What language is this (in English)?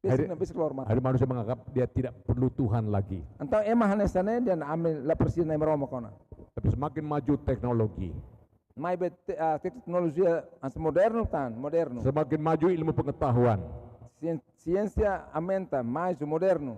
Tetum